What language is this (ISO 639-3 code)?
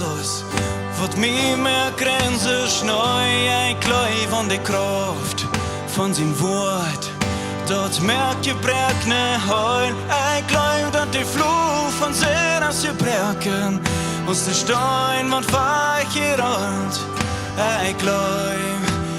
pdt